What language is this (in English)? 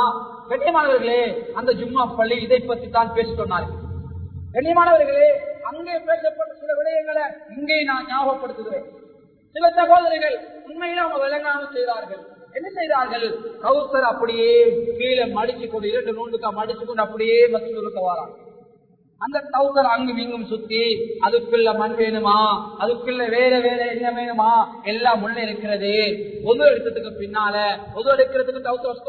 Tamil